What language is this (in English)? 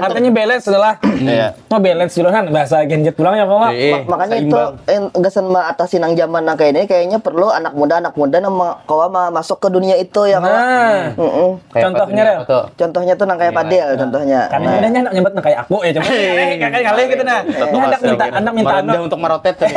Banjar